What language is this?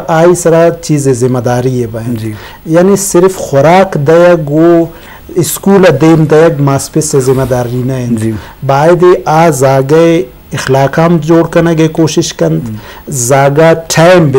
Eastern Balochi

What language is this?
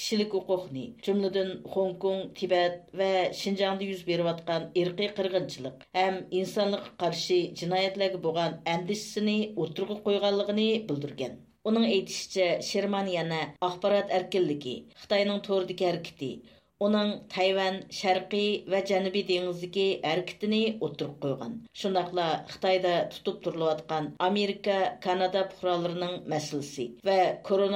Uyghur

